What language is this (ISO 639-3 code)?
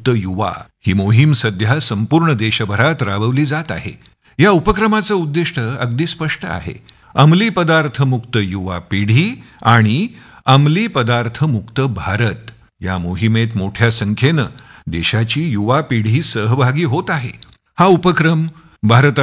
mar